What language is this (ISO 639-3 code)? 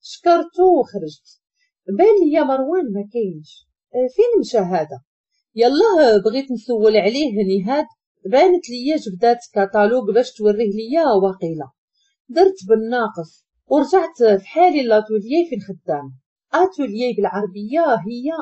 ary